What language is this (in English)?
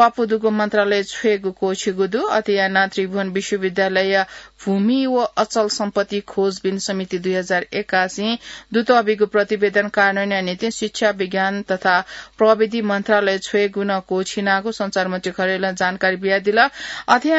Newari